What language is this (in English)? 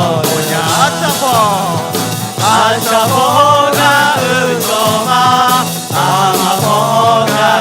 Akha